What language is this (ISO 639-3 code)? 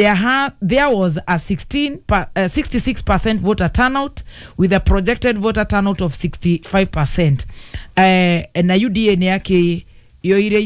kik